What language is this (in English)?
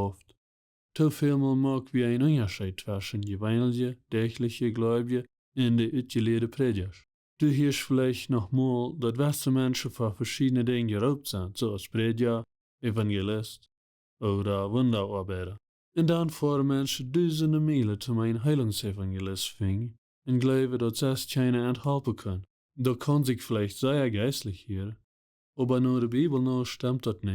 Plautdietsch